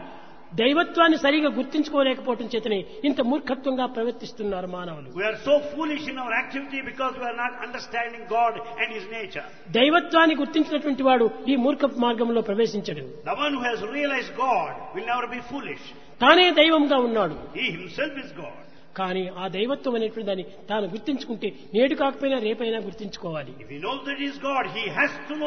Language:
Telugu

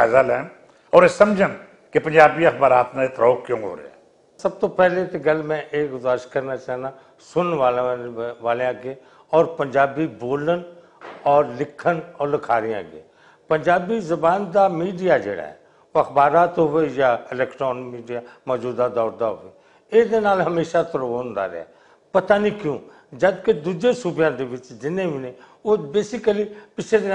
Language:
Western Panjabi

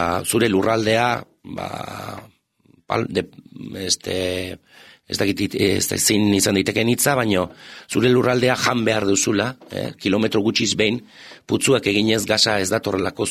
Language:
Basque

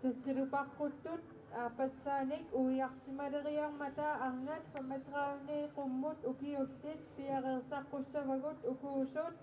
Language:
Kalaallisut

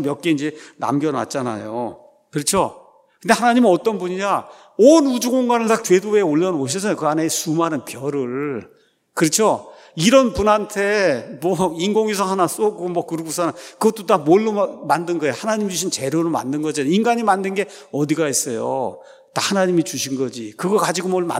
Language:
Korean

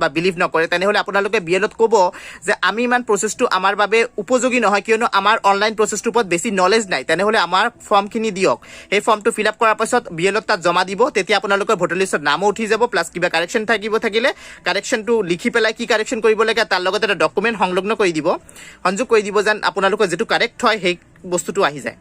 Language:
Assamese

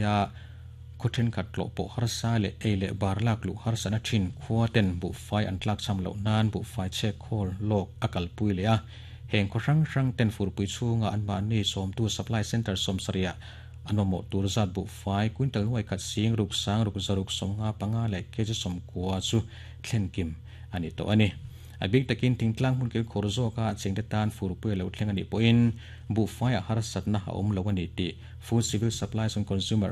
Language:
Mizo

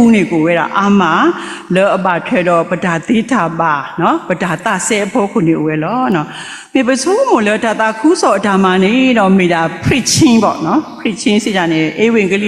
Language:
S'gaw Karen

